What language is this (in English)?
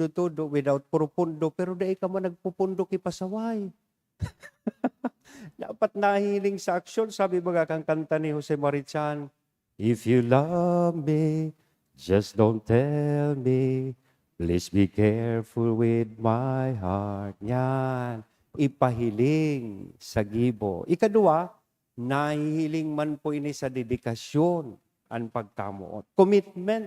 Bikol